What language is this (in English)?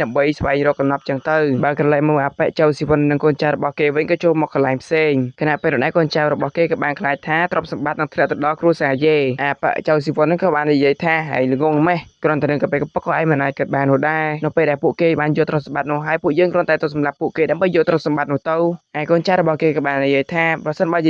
Khmer